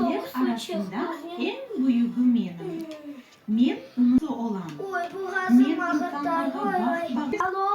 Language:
Crimean Tatar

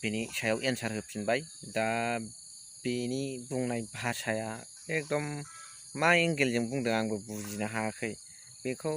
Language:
Bodo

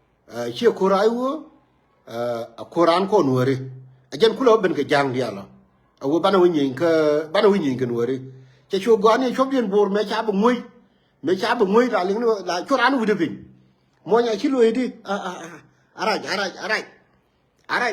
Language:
Nuer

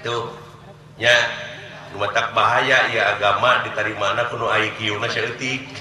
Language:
Sundanese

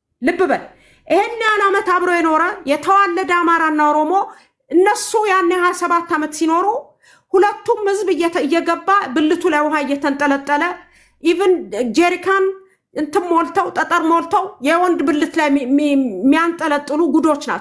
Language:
Amharic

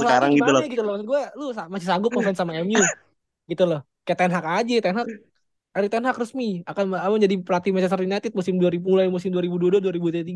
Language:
Indonesian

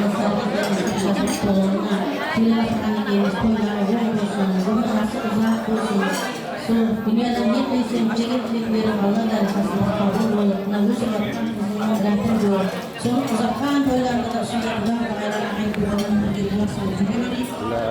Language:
Kara-Kalpak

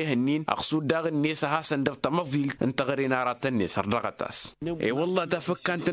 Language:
Tamasheq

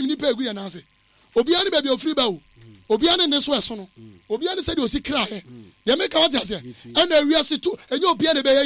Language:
Akan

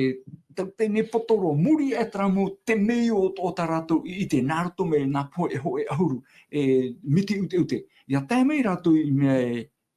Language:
Tahitian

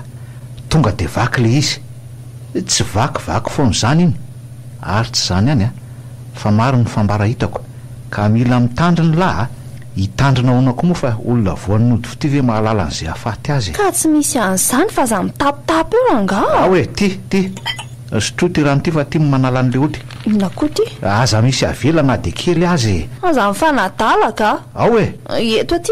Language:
Malagasy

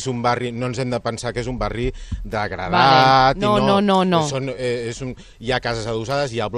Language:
Catalan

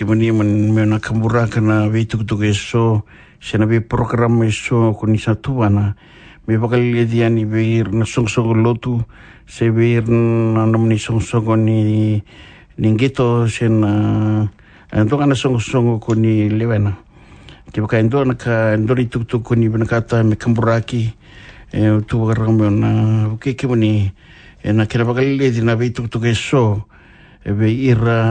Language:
Fijian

